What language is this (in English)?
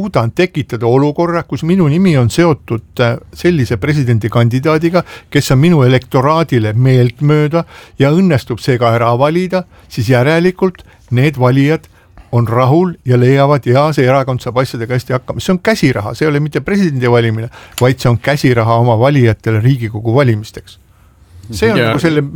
Estonian